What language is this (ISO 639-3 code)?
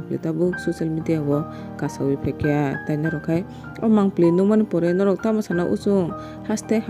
trp